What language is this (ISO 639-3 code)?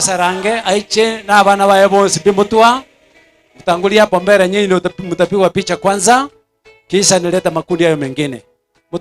guz